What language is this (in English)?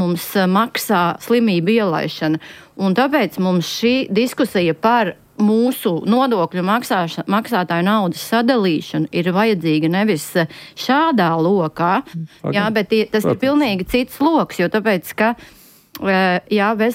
Latvian